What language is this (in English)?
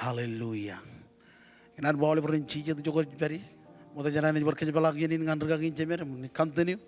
Marshallese